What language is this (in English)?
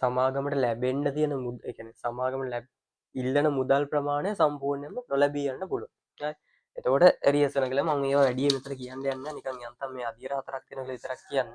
Sinhala